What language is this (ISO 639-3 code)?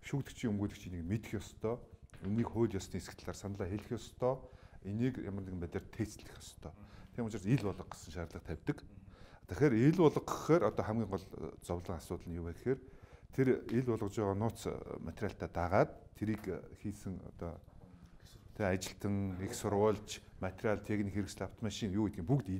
mon